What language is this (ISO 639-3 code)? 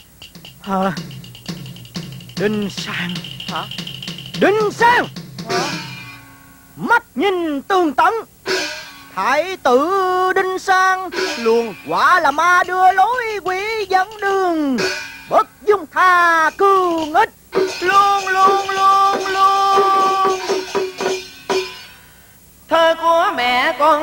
vie